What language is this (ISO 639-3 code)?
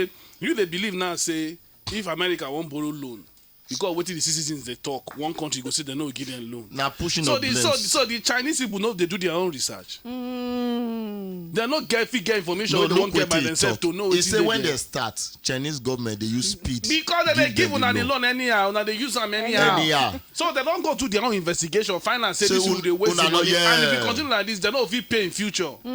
pcm